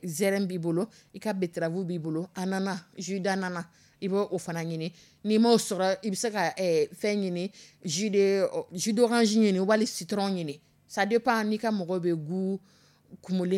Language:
Dyula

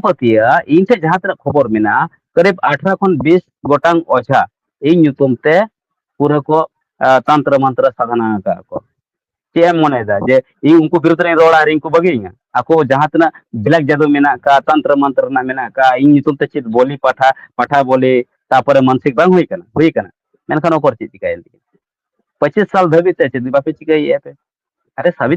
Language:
Santali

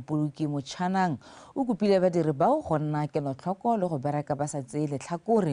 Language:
Tswana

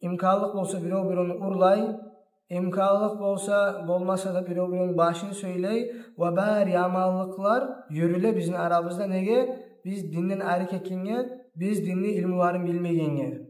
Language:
Kumyk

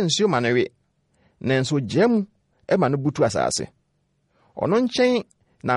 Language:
Akan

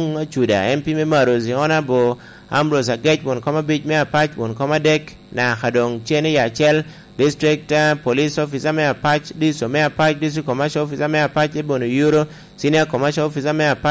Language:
Lango (Uganda)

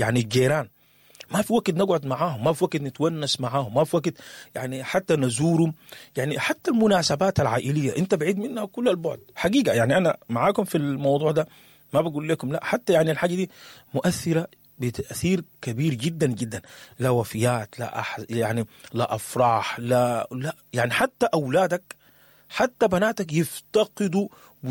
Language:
Sudanese Arabic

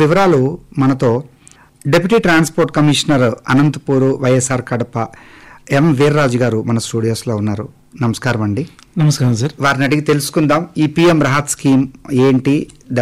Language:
Telugu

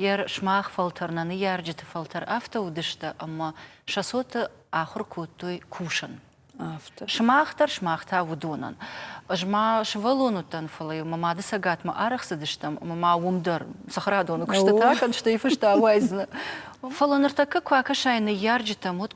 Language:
Ossetic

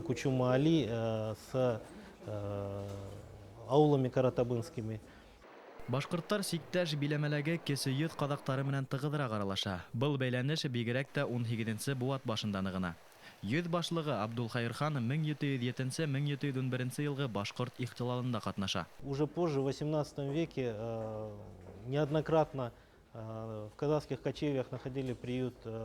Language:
Bashkir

